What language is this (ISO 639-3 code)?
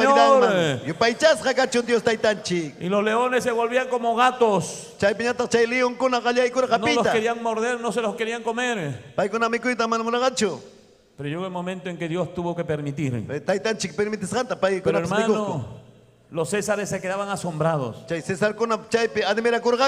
quy